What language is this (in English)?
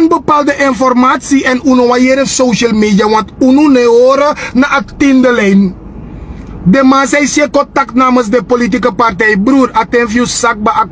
Sranan Tongo